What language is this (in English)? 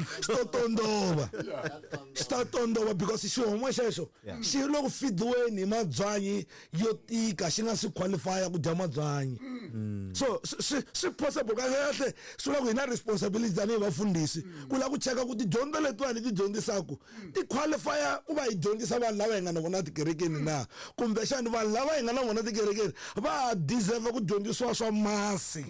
Tsonga